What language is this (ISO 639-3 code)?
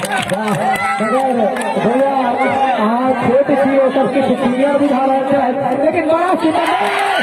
mai